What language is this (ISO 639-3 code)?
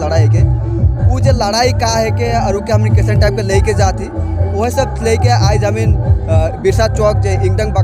sck